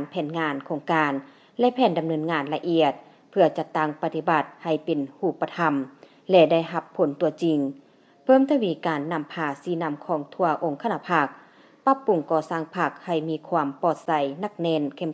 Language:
Lao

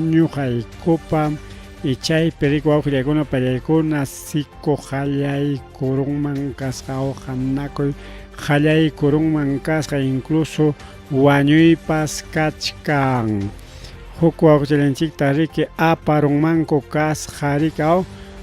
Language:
Ayacucho Quechua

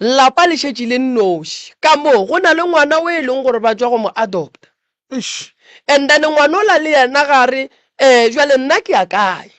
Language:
Northern Sotho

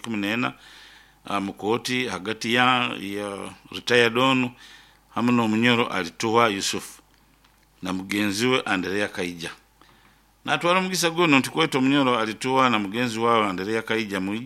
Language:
Nyoro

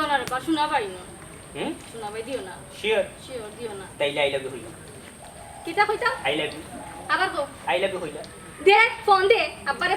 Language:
Sylheti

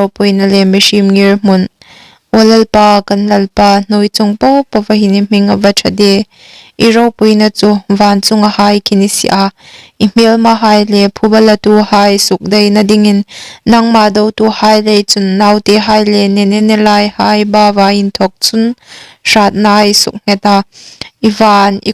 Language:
Hmar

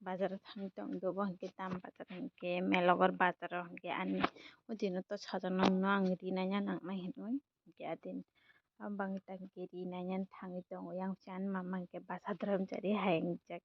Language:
Kok Borok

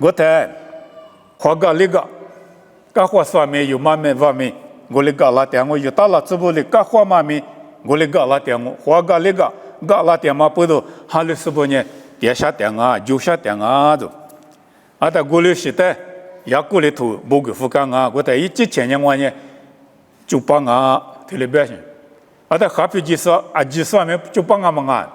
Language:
Lisu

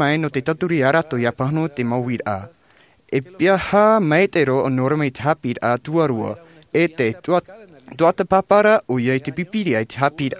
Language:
Tahitian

